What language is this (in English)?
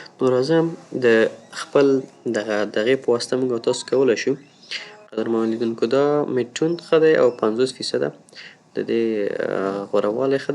Pashto